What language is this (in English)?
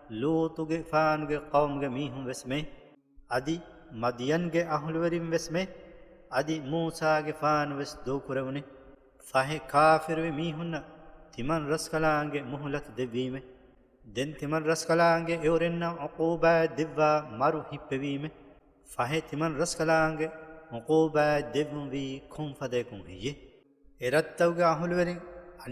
Divehi